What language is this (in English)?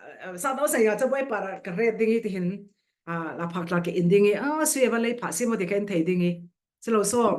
Falam Chin